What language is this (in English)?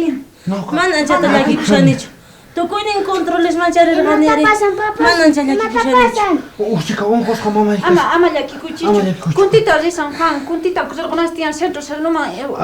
South Bolivian Quechua